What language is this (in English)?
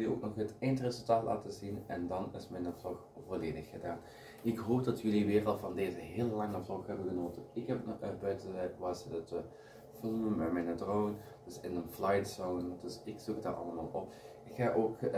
Dutch